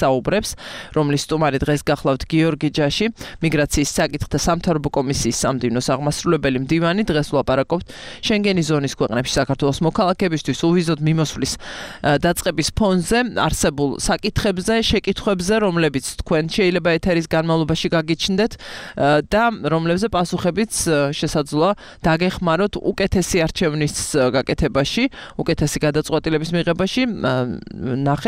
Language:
Georgian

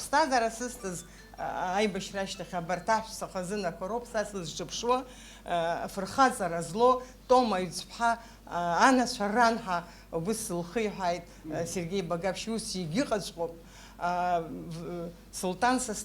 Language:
Abkhazian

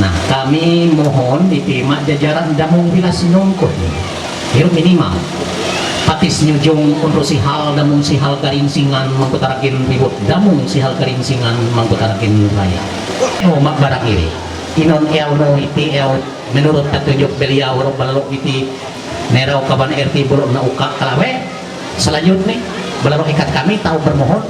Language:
Ma'anyan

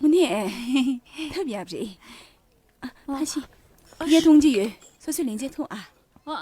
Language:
Tibetan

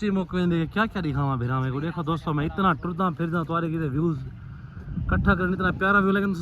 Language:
Saraiki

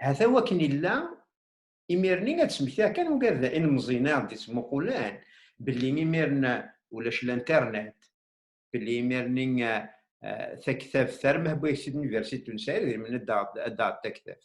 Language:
Kabyle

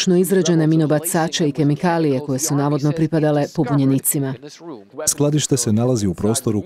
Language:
Croatian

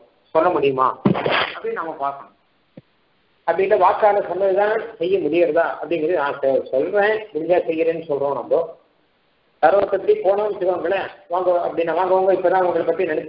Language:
Tamil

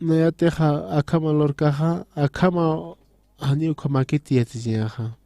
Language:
Aymara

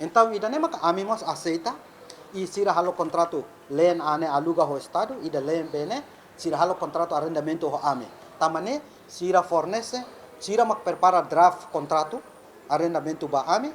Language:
Tetum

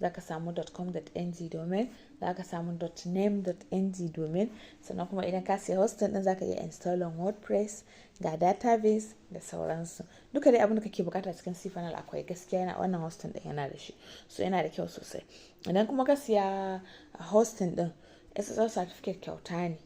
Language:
Hausa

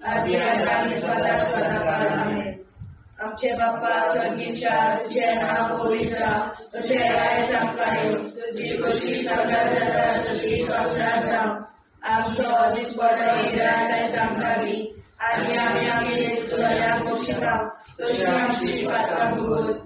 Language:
Konkani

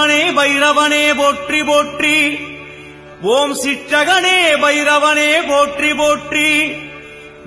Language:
Tamil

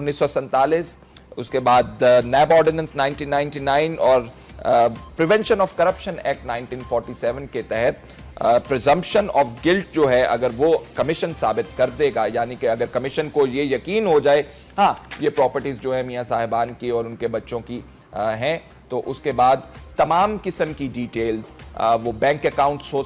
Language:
Urdu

